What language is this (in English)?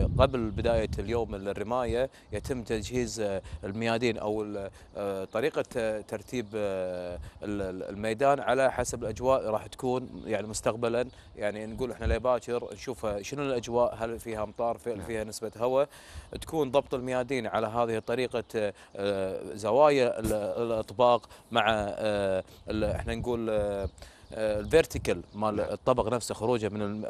Gulf Arabic